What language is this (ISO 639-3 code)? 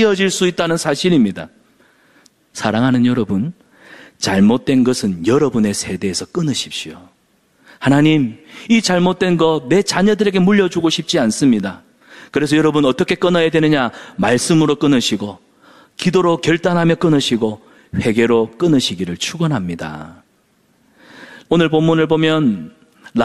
kor